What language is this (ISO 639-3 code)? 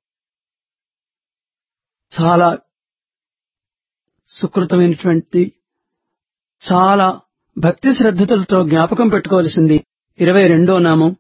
tel